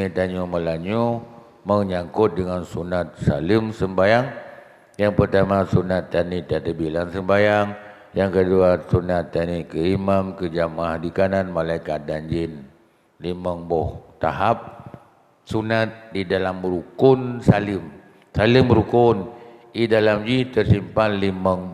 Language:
Achinese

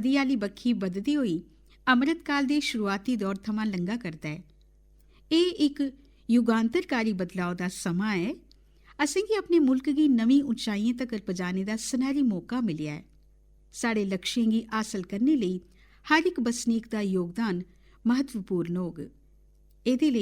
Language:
Dogri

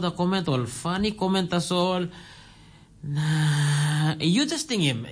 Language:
Tok Pisin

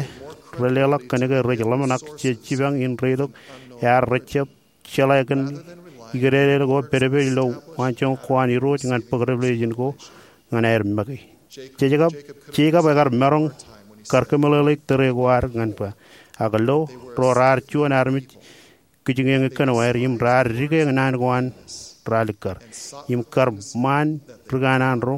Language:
Marshallese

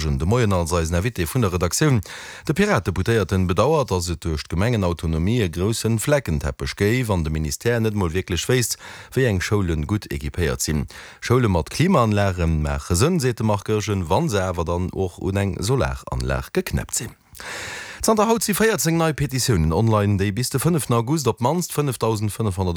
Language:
Luxembourgish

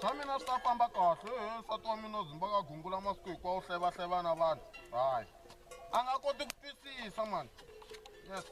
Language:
Tsonga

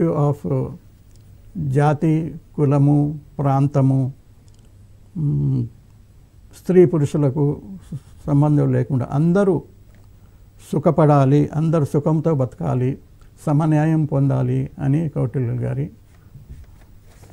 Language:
Telugu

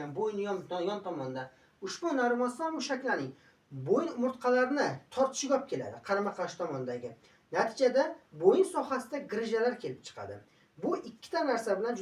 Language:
Uzbek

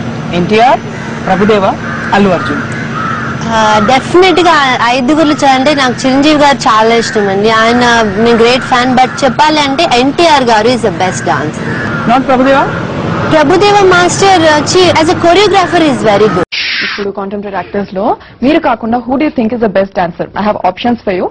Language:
Telugu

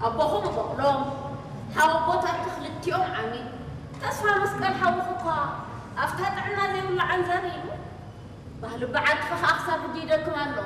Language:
Tigrinya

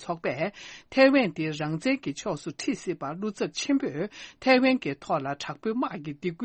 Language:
Tibetan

